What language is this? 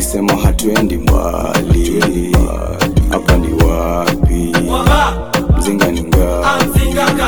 Swahili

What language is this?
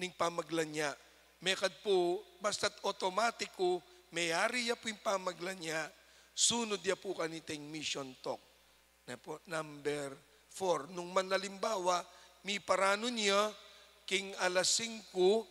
Pampanga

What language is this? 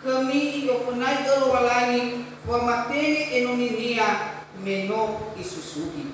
Nias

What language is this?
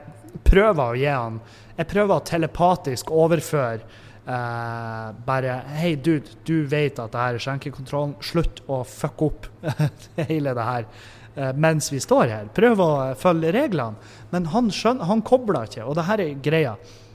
Norwegian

